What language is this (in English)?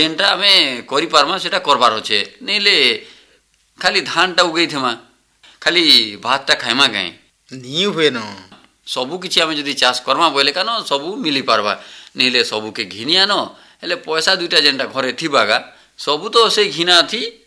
Odia